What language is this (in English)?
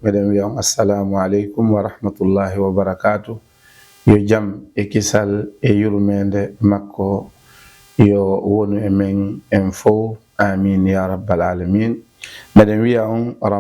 Fula